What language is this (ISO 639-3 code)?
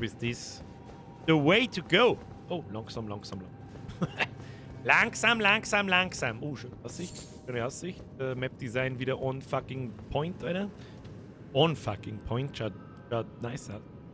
bar